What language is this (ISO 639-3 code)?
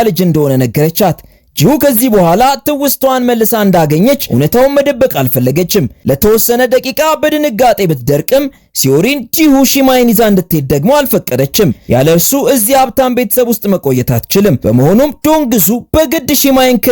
amh